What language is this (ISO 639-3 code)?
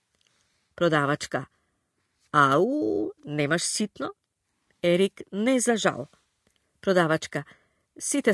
mkd